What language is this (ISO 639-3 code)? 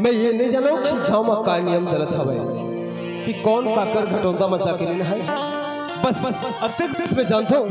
hne